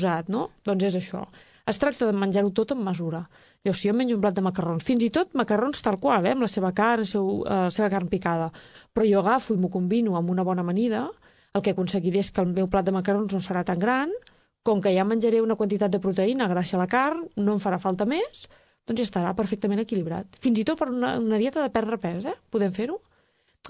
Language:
Catalan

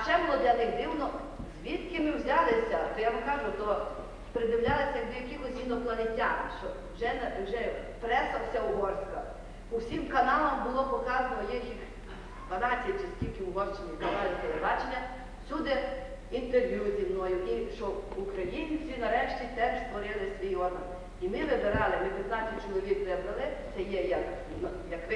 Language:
Ukrainian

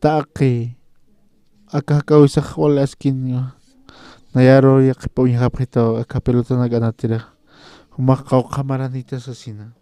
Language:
Aymara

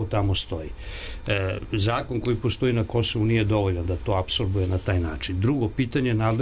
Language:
Serbian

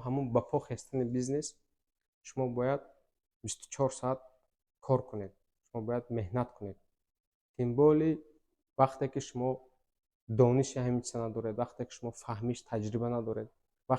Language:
Tajik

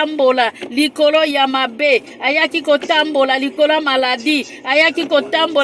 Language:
Lingala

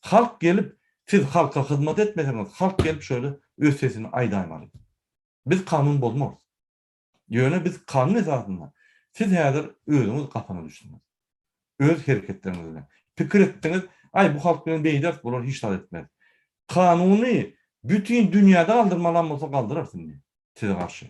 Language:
Turkmen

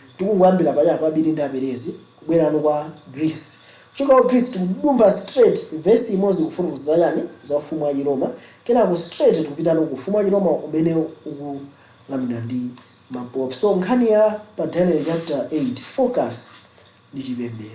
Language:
Nyanja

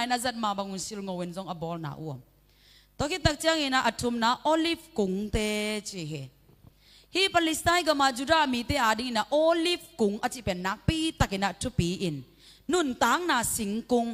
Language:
Tedim Chin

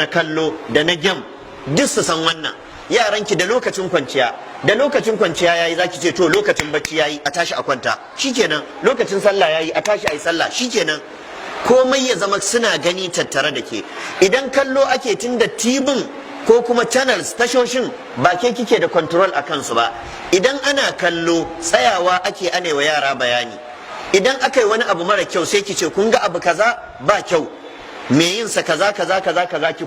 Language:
Hausa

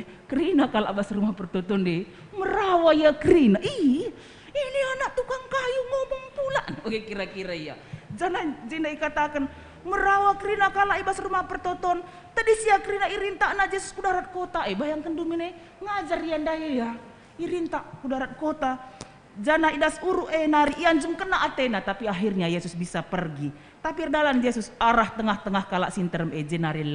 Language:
Batak Karo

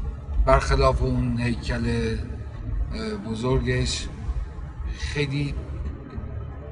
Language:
Persian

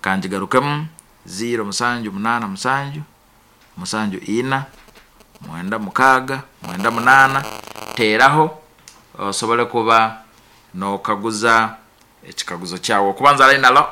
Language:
Nyankole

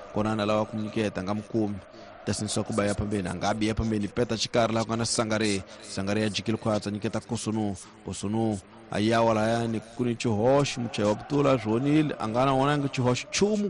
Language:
Tsonga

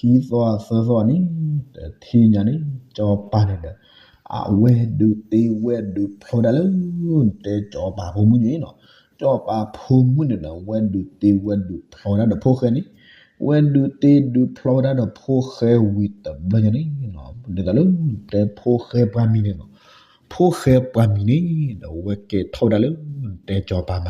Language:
S'gaw Karen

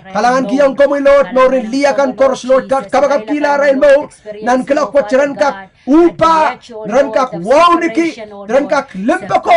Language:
Pohnpeian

